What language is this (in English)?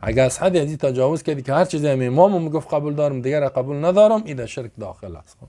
Persian